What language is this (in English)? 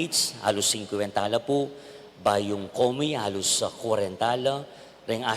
Pampanga